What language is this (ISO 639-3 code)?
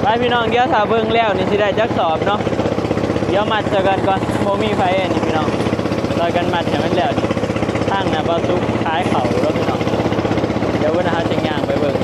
tts